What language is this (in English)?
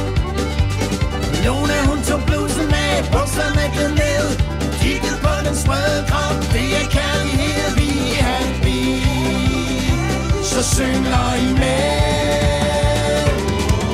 Danish